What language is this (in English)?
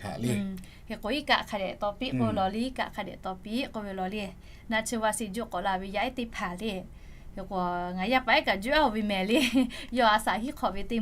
Lahu